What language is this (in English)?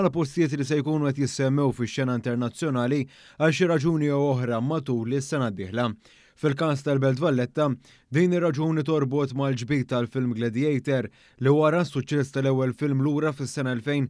Maltese